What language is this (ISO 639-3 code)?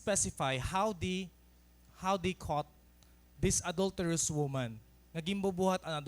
war